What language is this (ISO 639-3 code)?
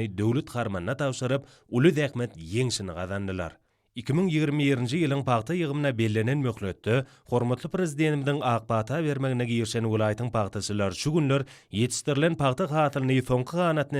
tuk